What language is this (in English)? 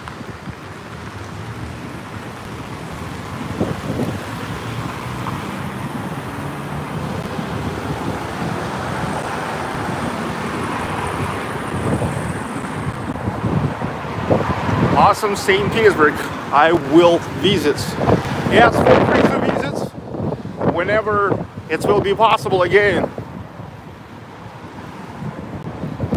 English